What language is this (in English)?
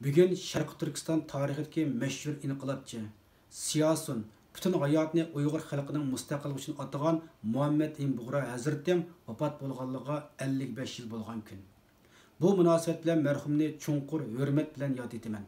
Uyghur